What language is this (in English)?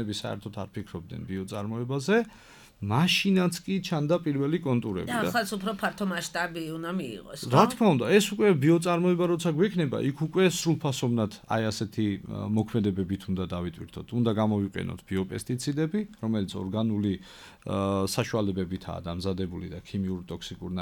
Georgian